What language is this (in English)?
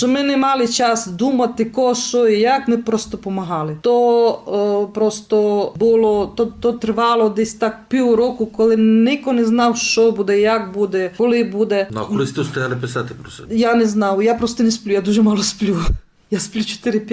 Rusyn